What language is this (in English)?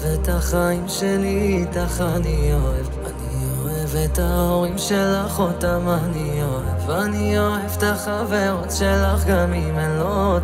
Hebrew